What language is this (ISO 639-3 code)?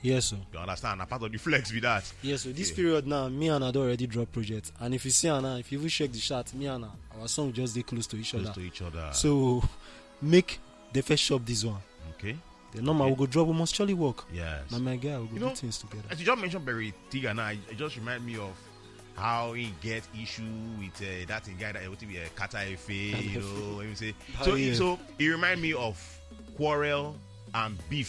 pcm